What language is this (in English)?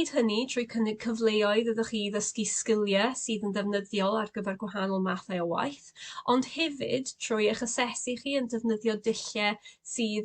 Welsh